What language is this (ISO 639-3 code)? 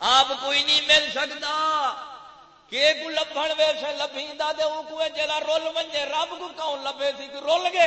skr